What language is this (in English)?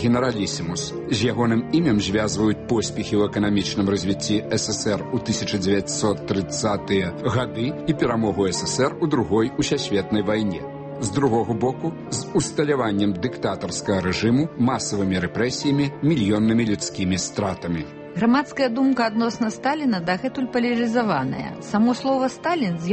Belarusian